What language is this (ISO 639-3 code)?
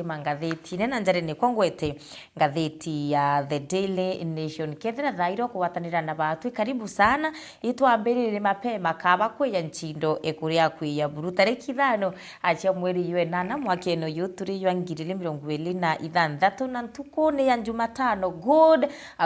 mer